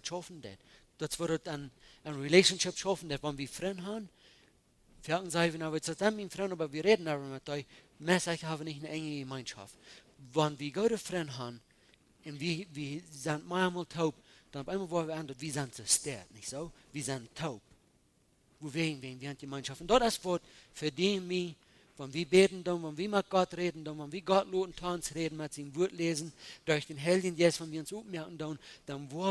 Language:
Plautdietsch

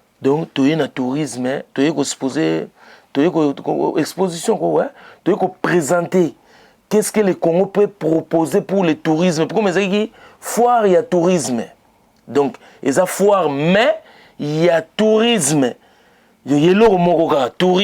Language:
Lingala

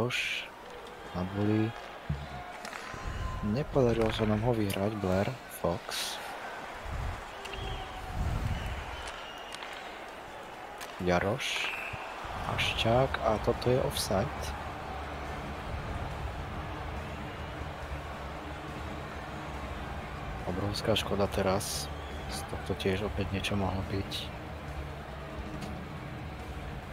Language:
Slovak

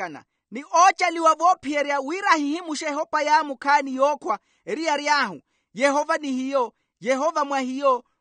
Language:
Makhuwa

